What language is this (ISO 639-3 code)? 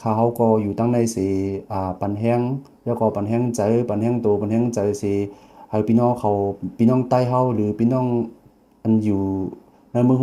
shn